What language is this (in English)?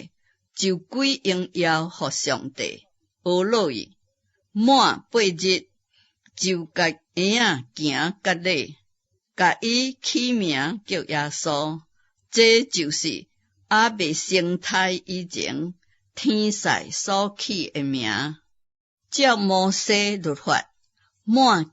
Min Nan Chinese